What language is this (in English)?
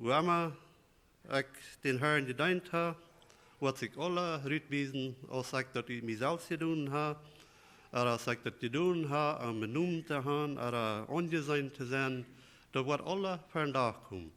Plautdietsch